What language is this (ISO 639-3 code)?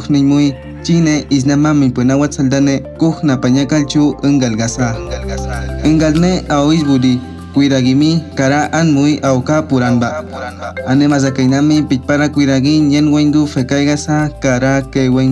kwi